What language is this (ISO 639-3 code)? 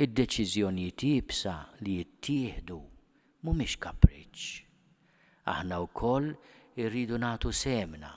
mlt